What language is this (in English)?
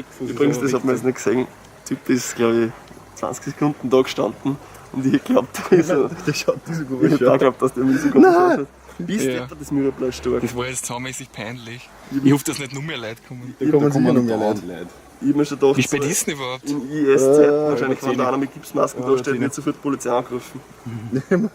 Bavarian